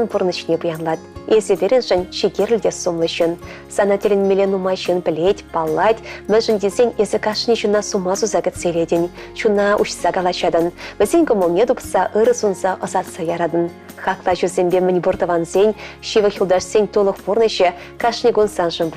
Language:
Chuvash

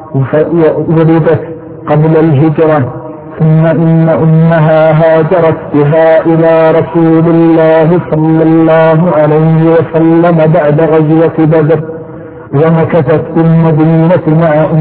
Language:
Arabic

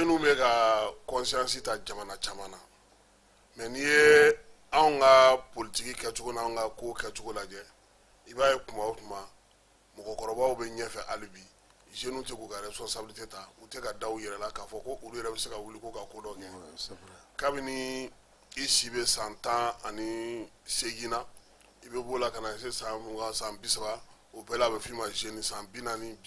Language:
Bambara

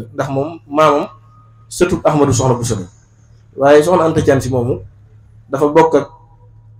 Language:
Wolof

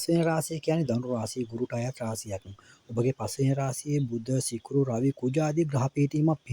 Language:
Sinhala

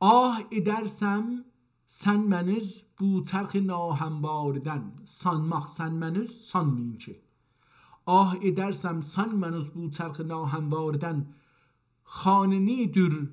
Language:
South Azerbaijani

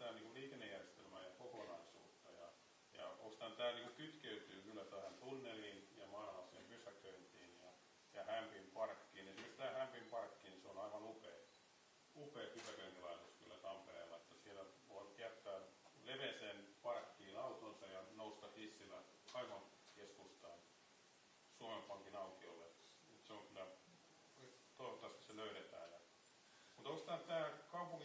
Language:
Finnish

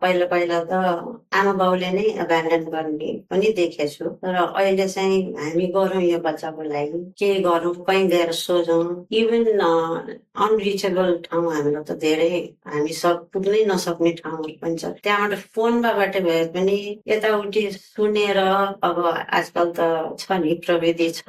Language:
Nepali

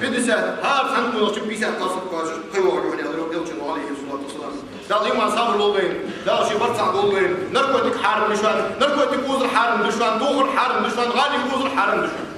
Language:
Ingush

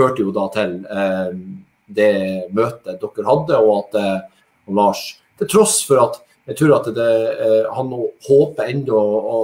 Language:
Norwegian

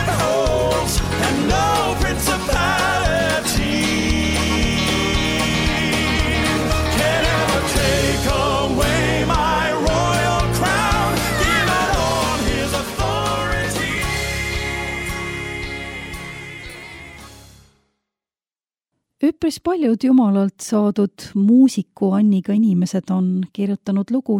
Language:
Estonian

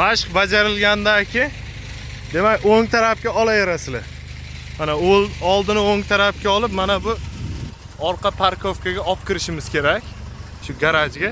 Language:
Uzbek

